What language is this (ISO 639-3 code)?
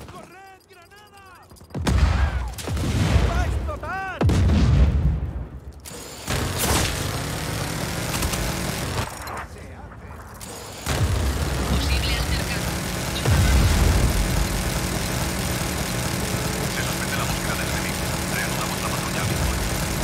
spa